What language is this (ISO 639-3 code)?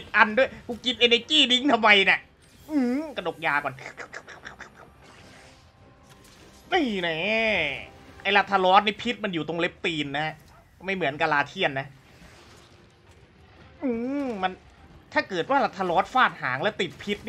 tha